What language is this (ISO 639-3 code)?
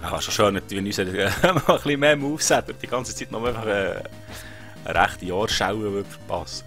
gsw